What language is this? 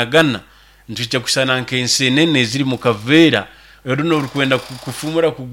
Nyoro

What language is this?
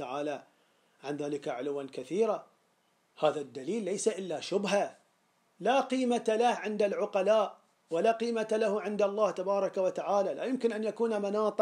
Arabic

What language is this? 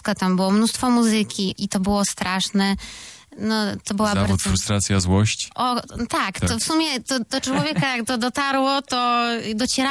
Polish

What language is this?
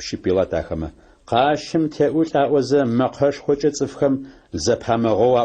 Adyghe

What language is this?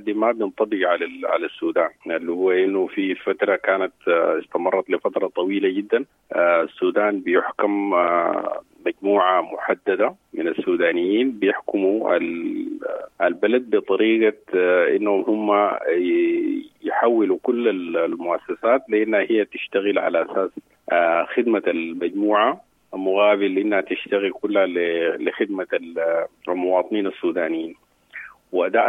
Sudanese Arabic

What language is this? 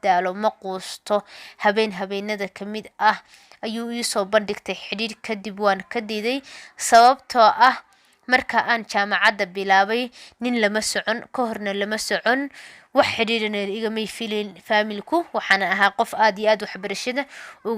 Somali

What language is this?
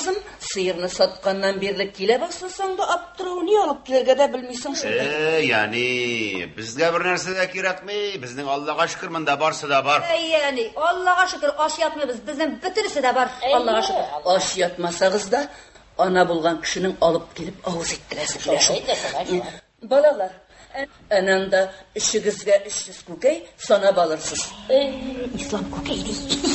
Tatar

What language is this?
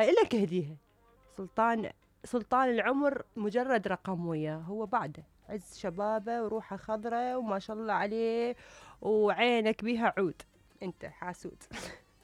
Mesopotamian Arabic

